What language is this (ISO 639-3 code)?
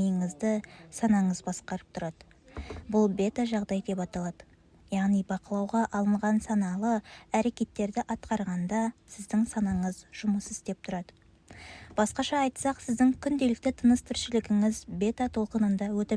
kaz